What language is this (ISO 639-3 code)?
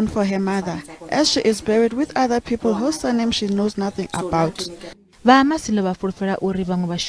ven